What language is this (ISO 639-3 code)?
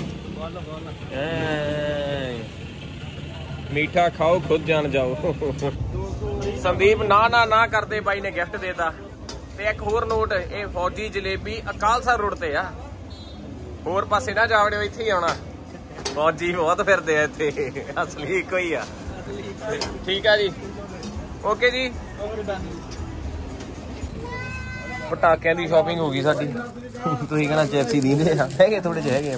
pan